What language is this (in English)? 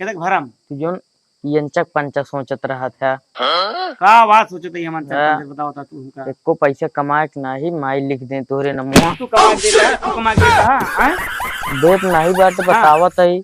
Awadhi